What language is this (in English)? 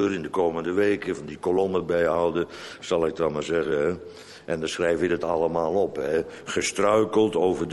Dutch